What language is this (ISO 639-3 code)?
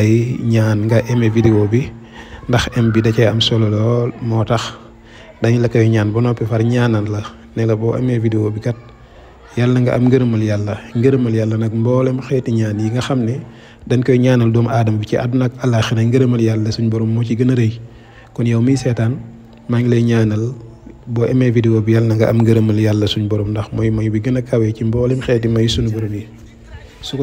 wol